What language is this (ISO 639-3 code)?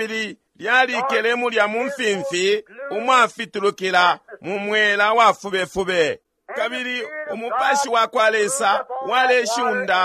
bem